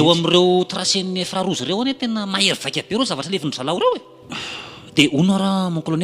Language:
Malagasy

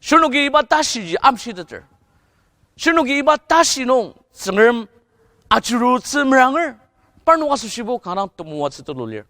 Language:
Ao Naga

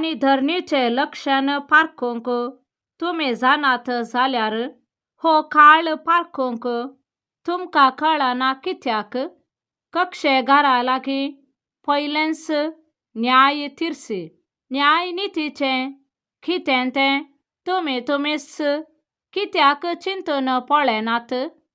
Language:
Konkani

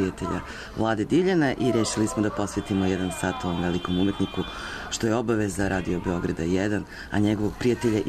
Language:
Serbian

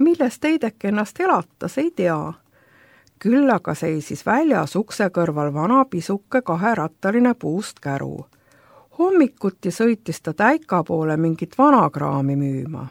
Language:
Estonian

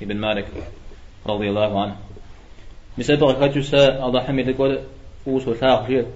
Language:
Kabardian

